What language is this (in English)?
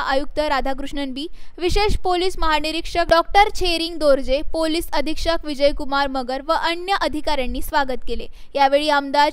Marathi